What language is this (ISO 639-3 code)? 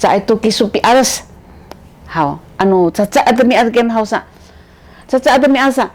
szy